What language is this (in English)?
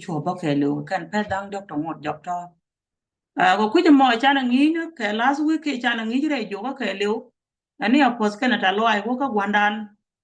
Nuer